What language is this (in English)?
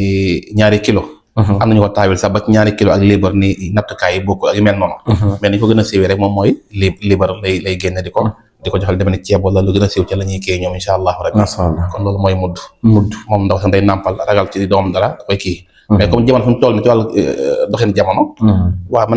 Wolof